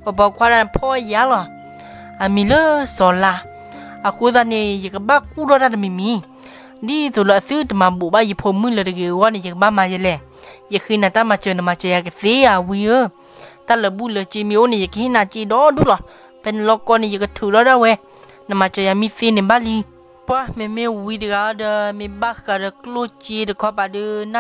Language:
S'gaw Karen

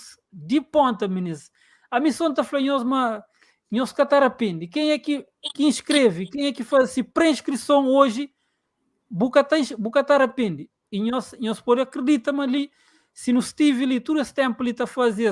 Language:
Kabuverdianu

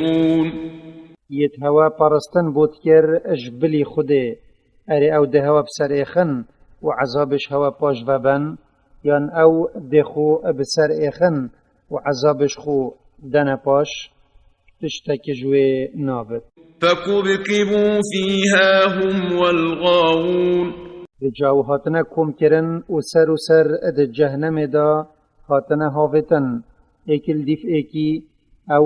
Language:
Kurdish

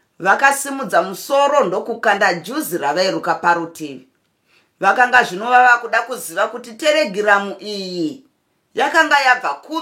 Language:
Shona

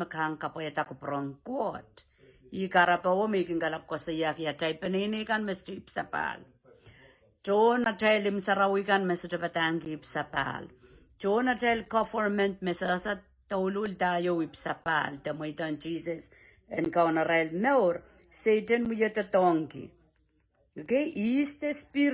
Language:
Pohnpeian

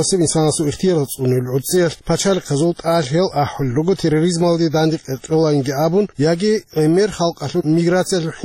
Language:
Avaric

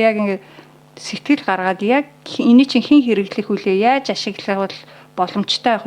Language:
Mongolian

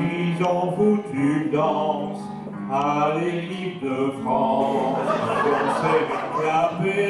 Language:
Picard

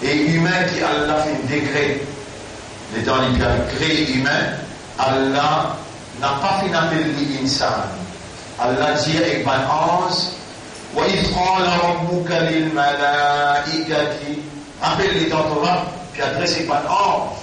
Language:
Morisyen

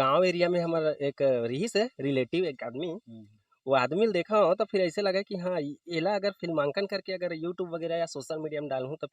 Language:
Chhattisgarhi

